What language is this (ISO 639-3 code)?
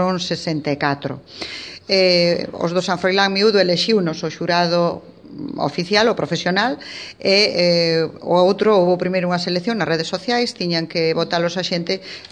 glg